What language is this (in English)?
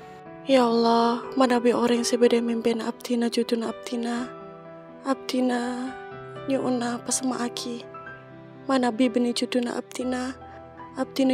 Madurese